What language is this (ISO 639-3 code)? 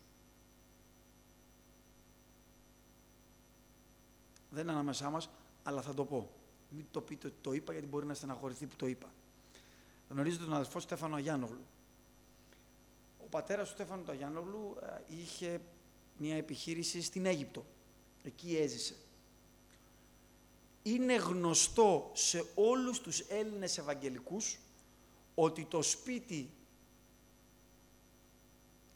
ell